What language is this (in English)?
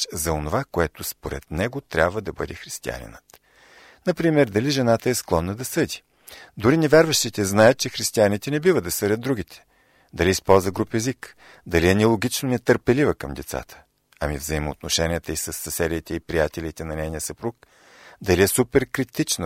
Bulgarian